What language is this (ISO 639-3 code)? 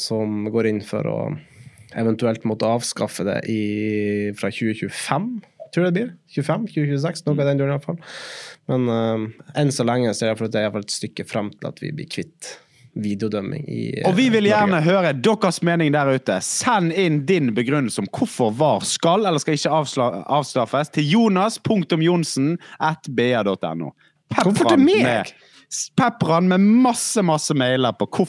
nor